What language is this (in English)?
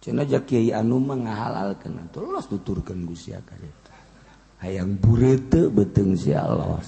Sundanese